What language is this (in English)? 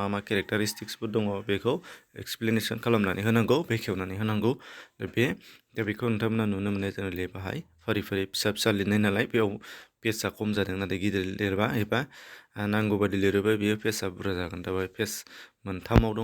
Bodo